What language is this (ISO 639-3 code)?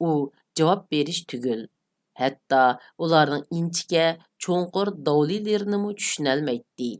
uig